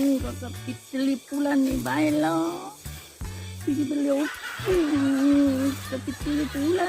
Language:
Buginese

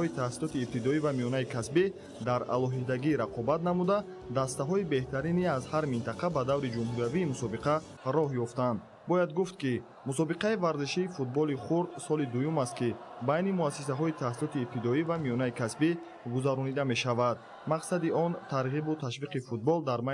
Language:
Tajik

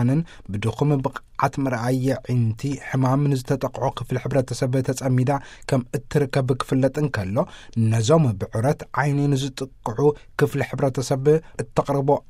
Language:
Tigrinya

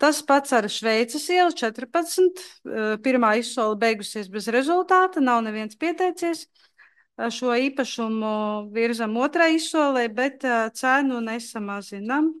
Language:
Latvian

